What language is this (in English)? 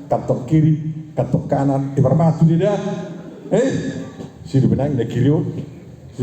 Batak Toba